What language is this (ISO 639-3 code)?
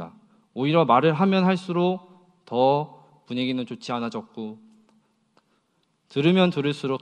kor